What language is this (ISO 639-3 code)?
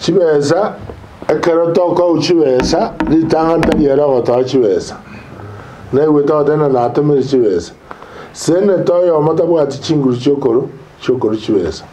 guz